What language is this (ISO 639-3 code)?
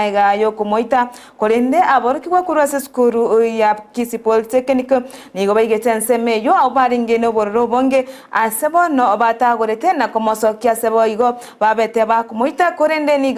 guz